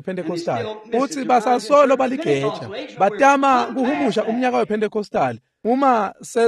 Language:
Swati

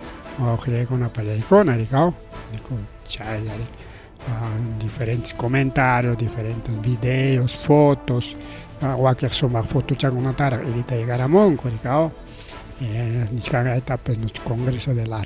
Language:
Ayacucho Quechua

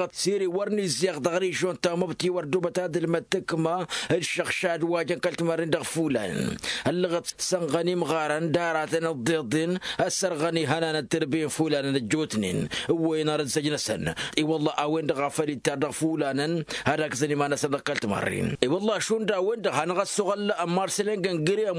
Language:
Tamasheq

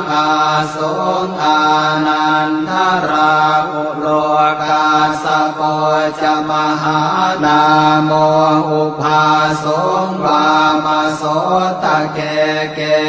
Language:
Pali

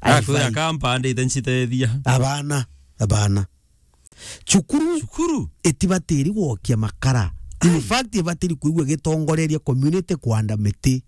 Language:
Meru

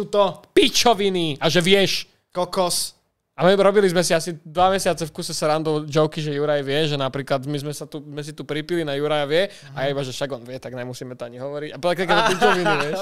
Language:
Slovak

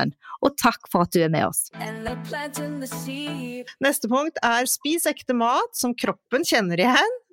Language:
Norwegian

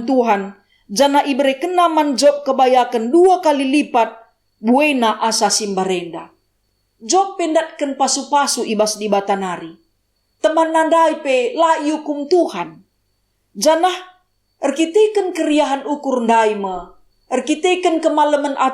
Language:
Batak Karo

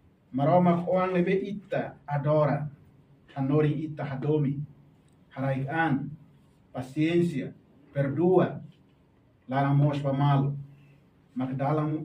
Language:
Tetum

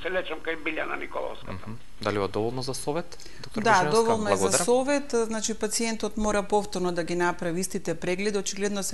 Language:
Macedonian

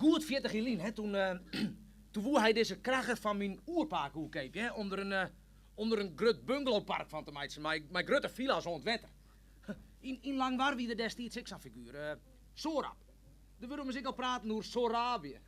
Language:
Western Frisian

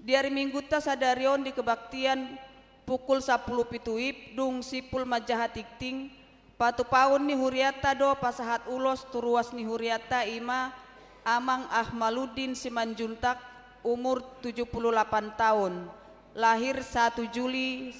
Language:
Batak Toba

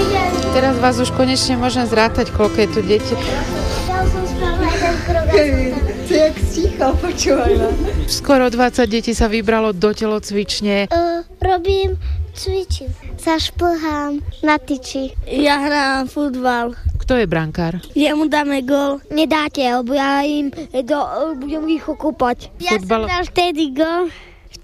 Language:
Slovak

